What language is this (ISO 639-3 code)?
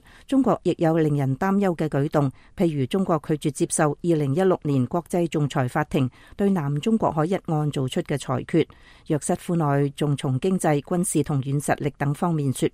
yue